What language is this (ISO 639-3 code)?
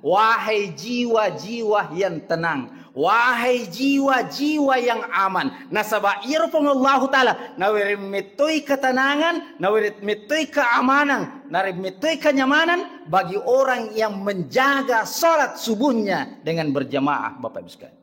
bug